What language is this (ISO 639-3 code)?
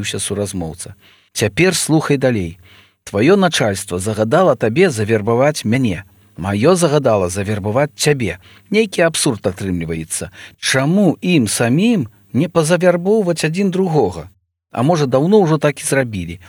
bel